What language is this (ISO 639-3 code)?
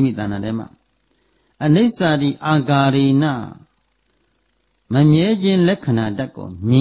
mya